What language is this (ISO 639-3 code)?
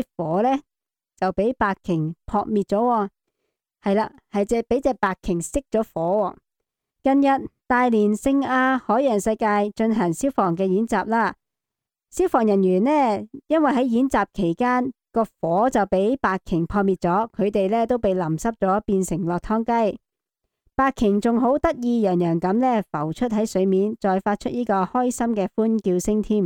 yue